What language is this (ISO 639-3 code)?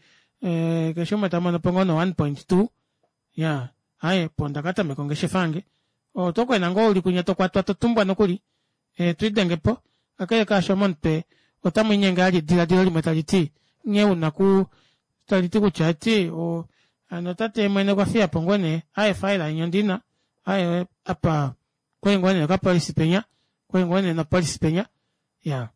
kua